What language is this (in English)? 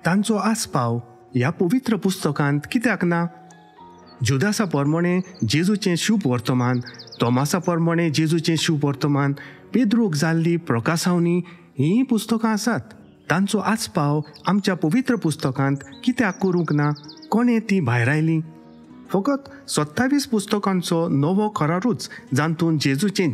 Konkani